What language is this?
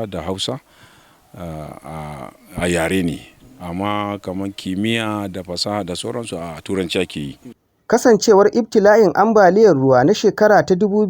Hausa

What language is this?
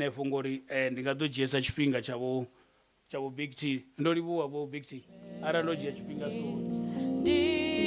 Venda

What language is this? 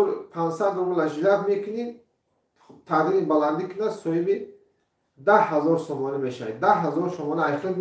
Tajik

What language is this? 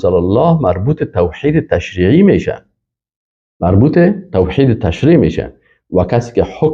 Persian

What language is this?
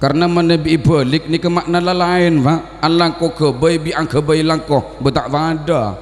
Madurese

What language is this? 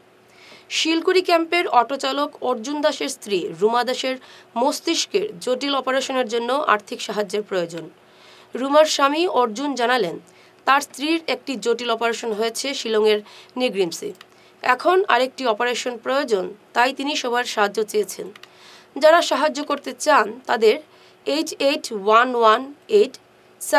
Bangla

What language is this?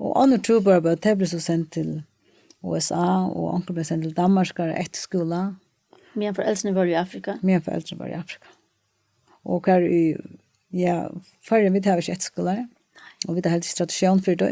Faroese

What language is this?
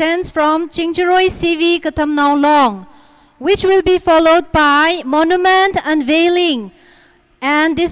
Tangkhul Naga (India)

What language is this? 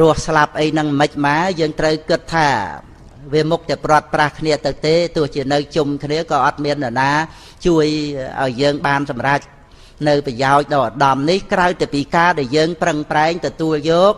Khmer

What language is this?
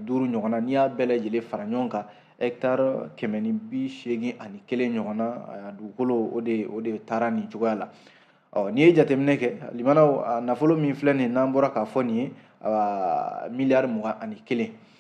Bambara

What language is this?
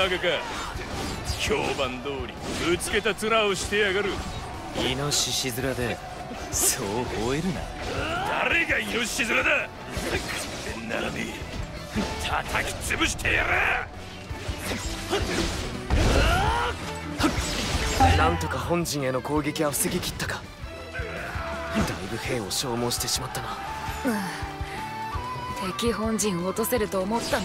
Japanese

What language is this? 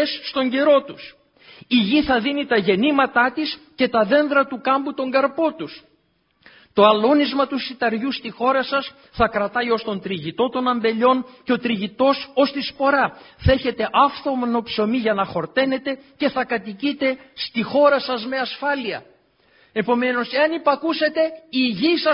Greek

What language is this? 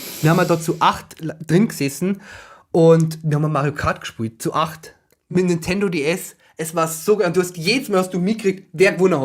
Bavarian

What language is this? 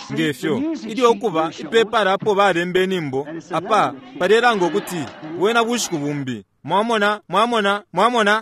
Bemba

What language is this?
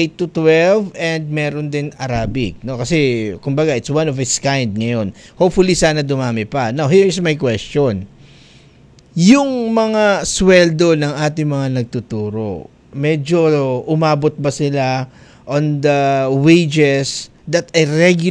Filipino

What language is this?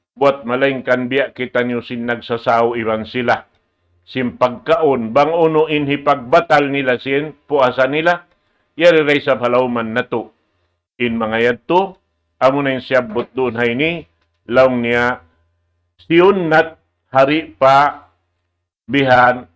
Tausug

